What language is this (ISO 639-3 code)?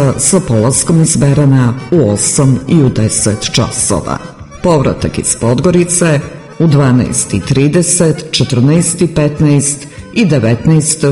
srp